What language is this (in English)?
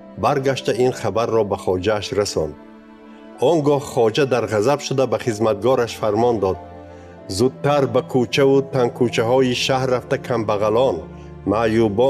Tajik